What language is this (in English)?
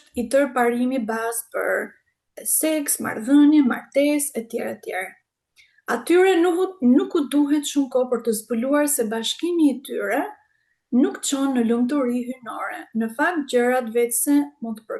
Albanian